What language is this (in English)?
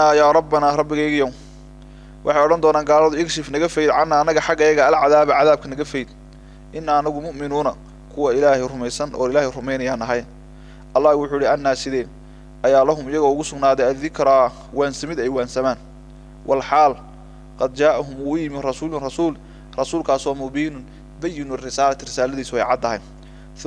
Somali